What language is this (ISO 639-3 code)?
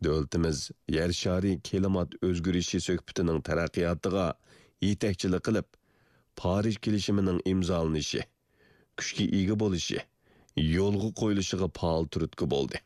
uig